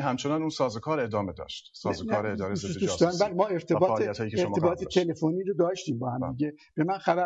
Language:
Persian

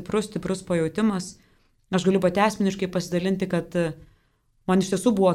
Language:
Lithuanian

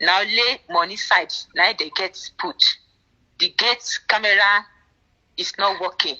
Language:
Nigerian Pidgin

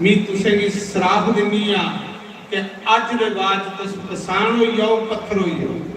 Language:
Dogri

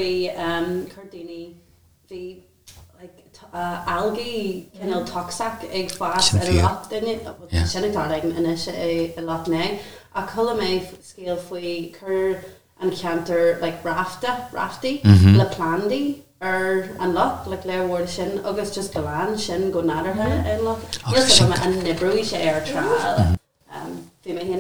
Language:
Irish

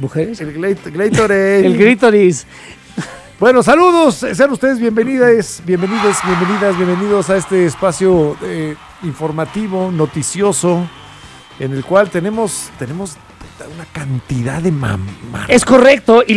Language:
Spanish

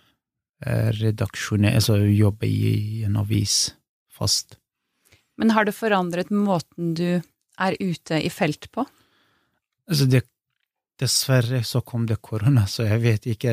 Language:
Norwegian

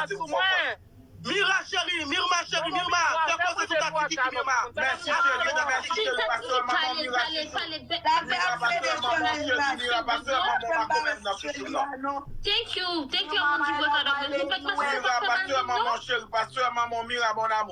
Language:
Haitian Creole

